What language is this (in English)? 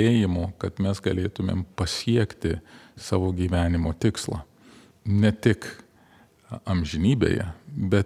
Lithuanian